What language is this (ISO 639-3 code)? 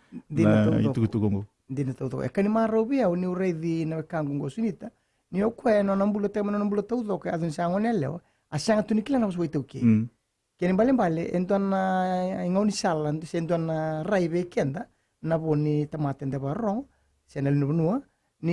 fij